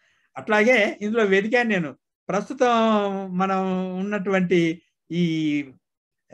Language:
Telugu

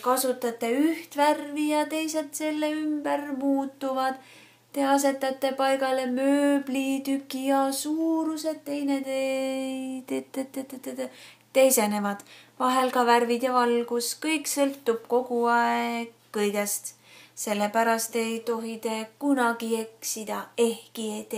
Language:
Estonian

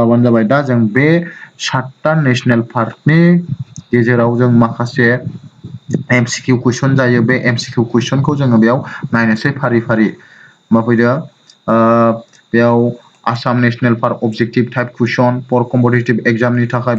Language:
Bodo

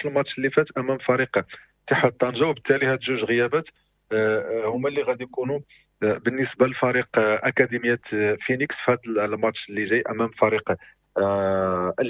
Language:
Moroccan Arabic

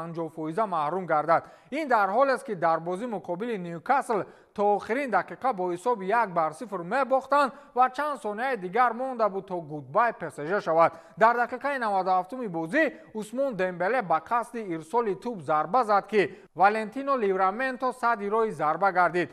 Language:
Tajik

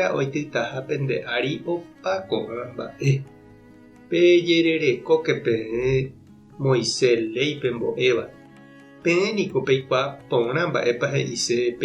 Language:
Guarani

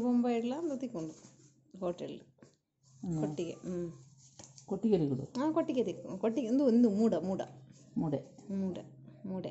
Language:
Tulu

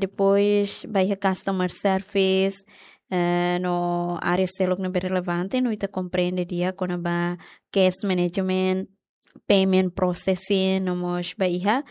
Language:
Tetum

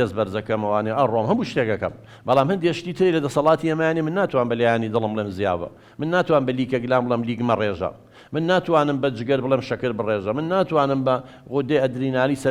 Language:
Central Kurdish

